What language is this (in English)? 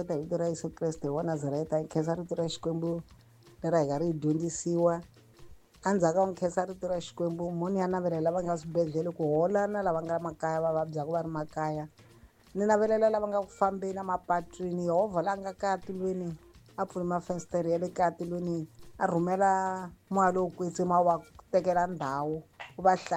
Tsonga